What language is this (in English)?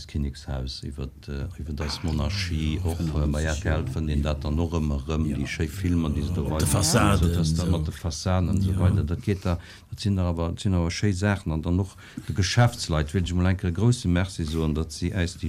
Luxembourgish